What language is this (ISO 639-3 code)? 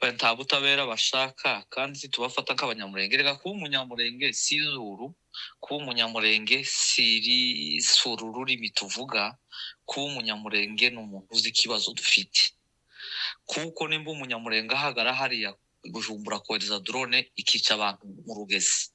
kin